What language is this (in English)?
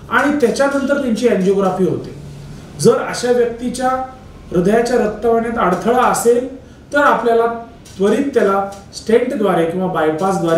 Marathi